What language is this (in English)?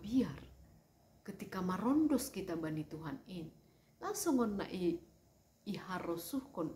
Batak Simalungun